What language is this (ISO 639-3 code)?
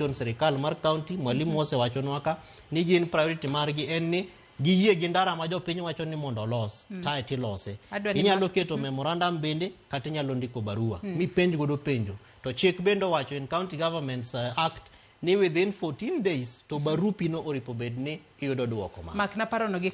luo